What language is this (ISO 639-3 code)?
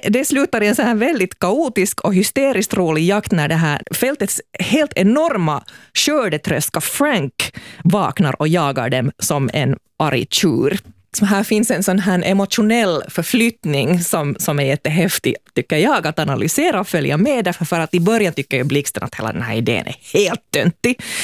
swe